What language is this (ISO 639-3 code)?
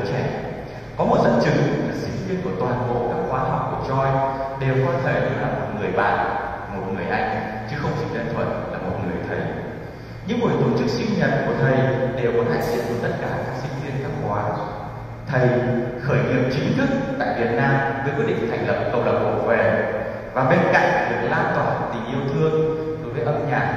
vie